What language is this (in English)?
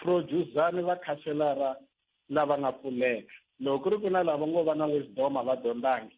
Tsonga